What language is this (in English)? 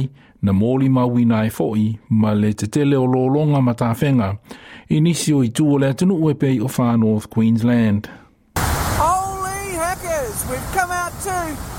Samoan